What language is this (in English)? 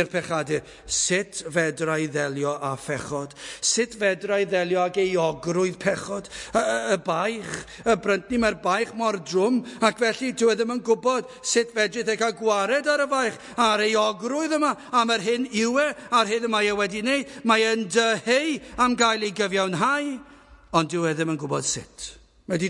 Welsh